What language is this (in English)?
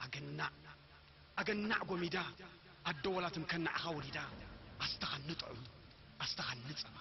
Tigrinya